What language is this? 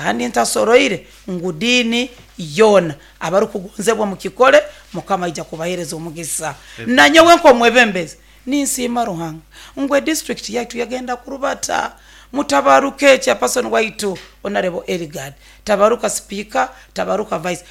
Nyoro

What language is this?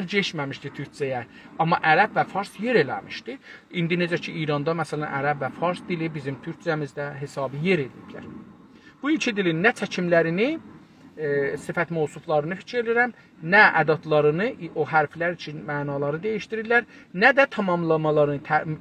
South Azerbaijani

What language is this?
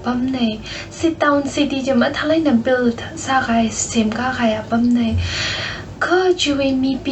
Tangkhul Naga (India)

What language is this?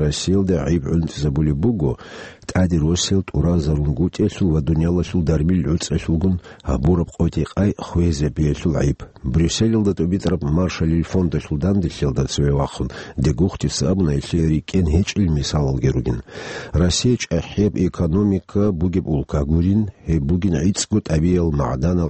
Avaric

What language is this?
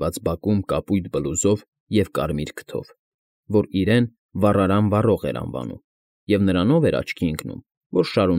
Armenian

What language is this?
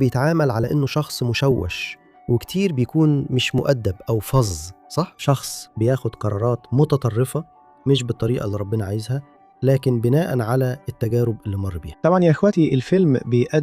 Egyptian Arabic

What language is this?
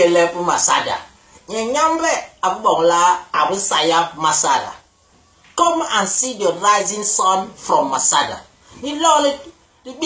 Basaa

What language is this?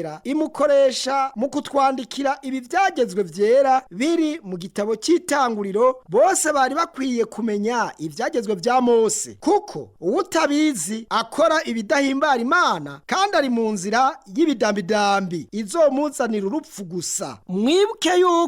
Rundi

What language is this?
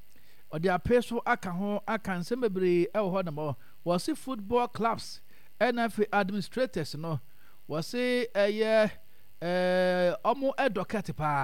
Akan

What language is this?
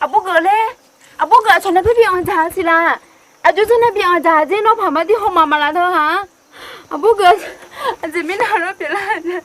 Akha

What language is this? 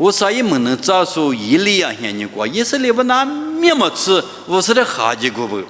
Lisu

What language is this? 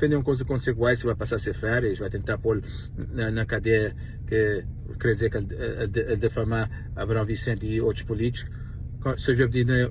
Kabuverdianu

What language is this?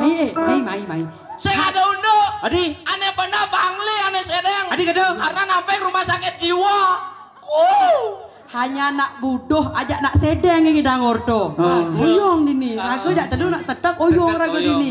Balinese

